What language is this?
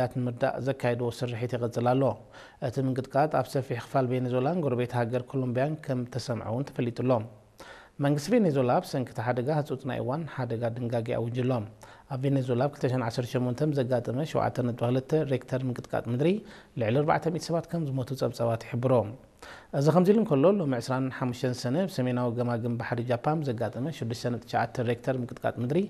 Tigrinya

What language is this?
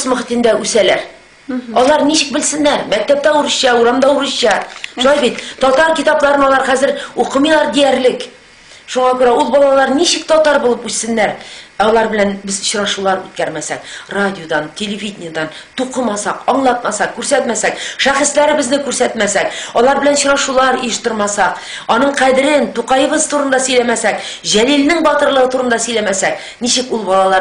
Tatar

